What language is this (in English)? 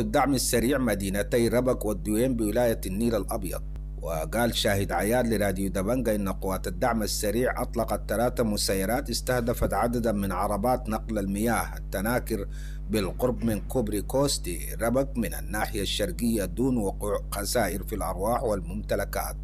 Sudanese Arabic